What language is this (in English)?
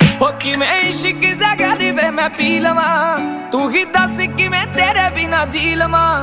Punjabi